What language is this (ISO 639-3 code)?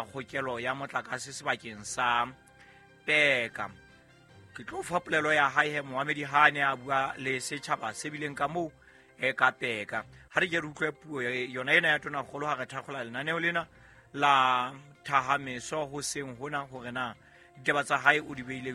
sot